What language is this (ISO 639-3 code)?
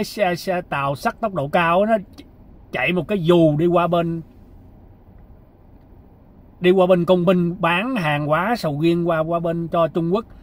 vie